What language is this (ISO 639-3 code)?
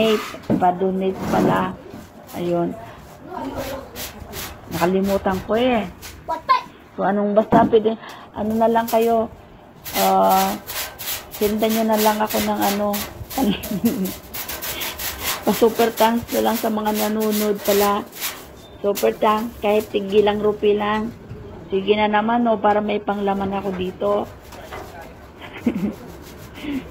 fil